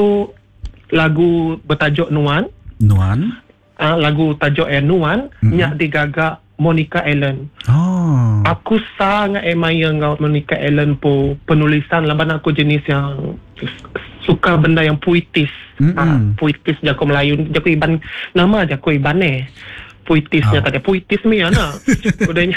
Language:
Iban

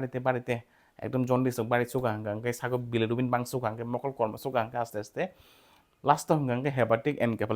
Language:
Kok Borok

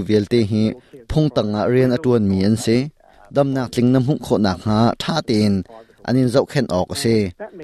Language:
Hakha Chin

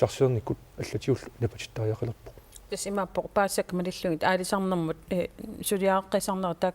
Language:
Kalaallisut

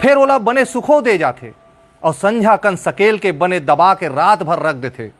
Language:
Chhattisgarhi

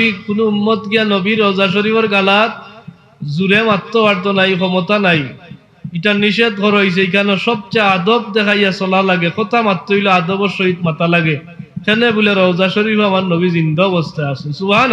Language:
Sylheti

